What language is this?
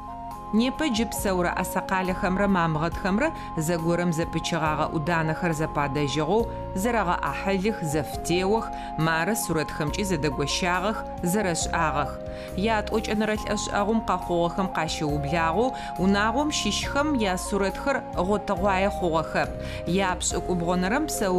Adyghe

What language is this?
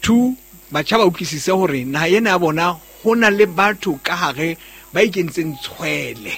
Southern Sotho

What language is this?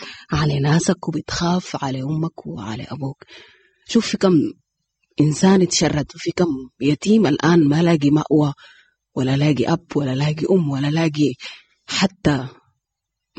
Sudanese Arabic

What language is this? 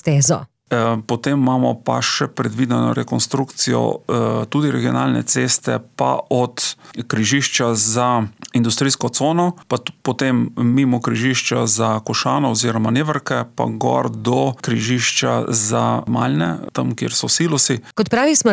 Slovenian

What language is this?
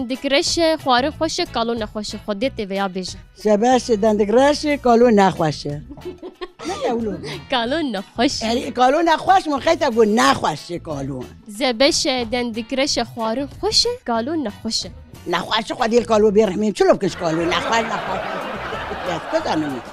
Kurdish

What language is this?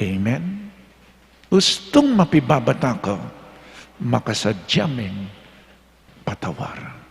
Pampanga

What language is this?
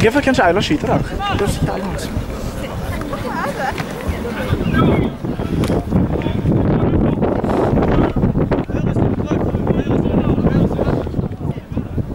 Norwegian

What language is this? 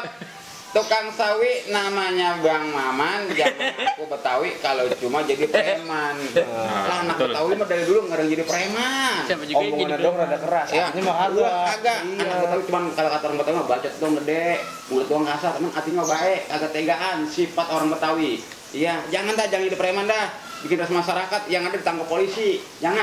Betawi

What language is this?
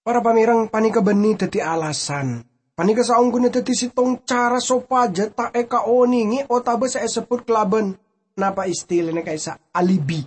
Madurese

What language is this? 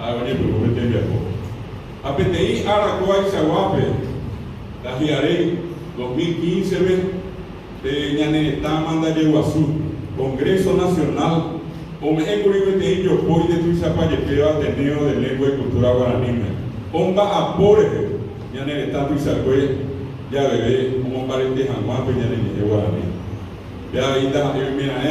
Guarani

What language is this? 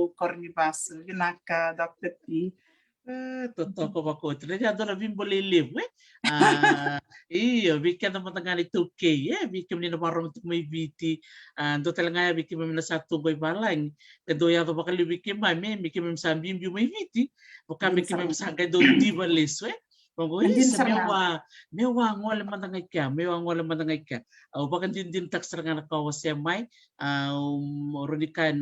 Fijian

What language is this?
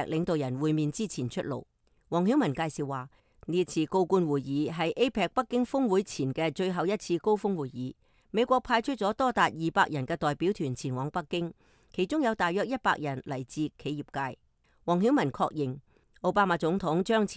Cantonese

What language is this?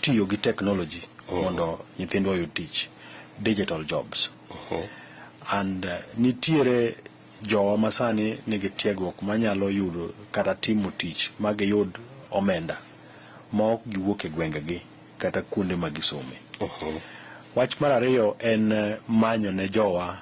Luo (Kenya and Tanzania)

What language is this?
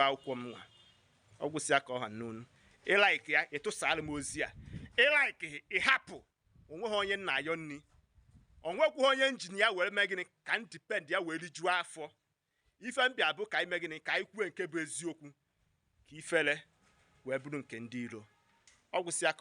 Igbo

